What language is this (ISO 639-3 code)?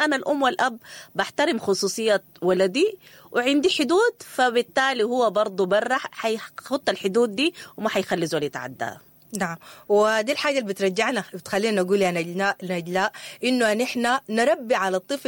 apd